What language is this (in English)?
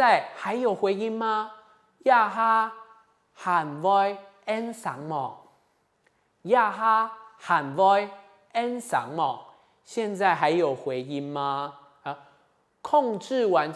Hakka Chinese